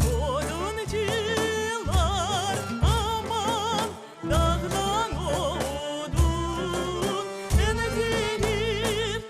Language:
Crimean Tatar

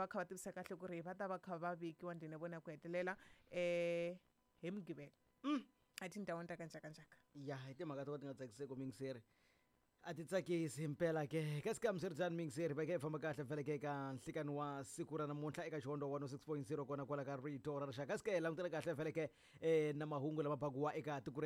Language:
Tsonga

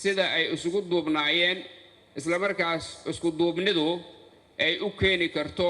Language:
Somali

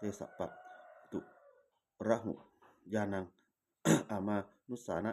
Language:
Pali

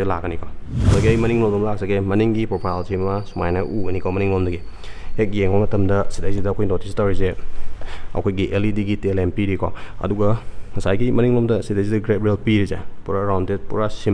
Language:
Manipuri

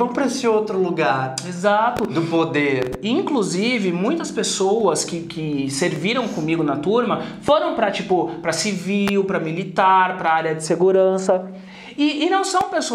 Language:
Portuguese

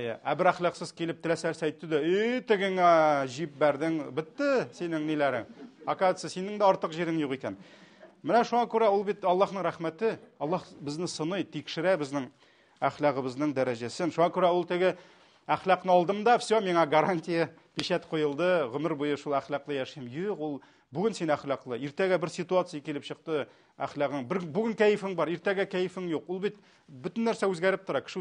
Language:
Tatar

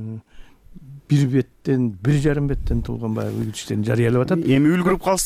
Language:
Kyrgyz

